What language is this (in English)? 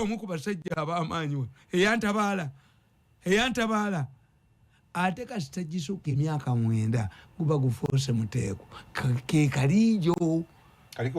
Ganda